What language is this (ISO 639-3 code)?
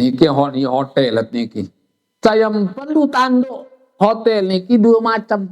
sas